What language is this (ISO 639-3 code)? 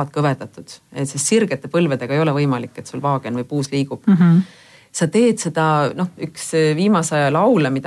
est